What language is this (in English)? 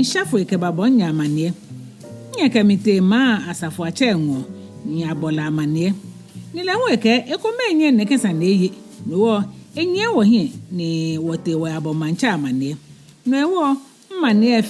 Ga